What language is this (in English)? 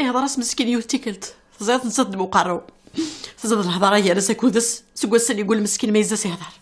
Kabyle